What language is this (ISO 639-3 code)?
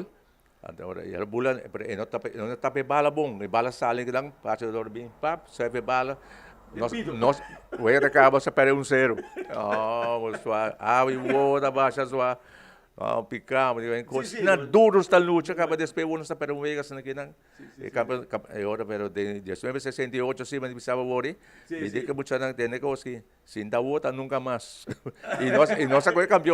pap